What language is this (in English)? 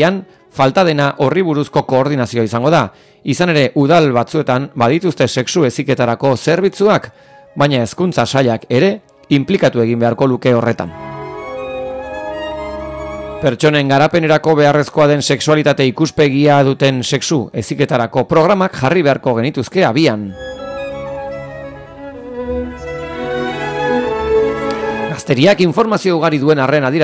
Basque